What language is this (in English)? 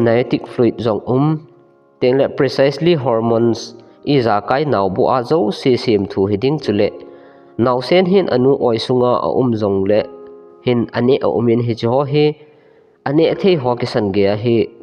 Thado Chin